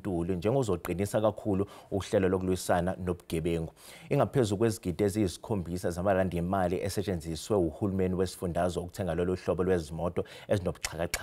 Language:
Zulu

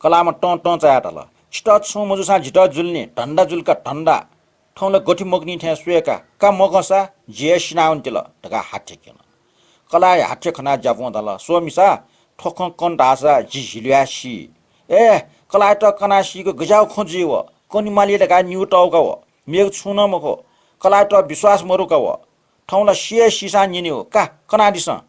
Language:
Newari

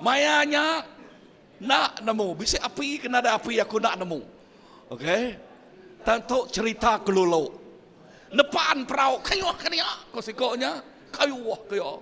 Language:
Iban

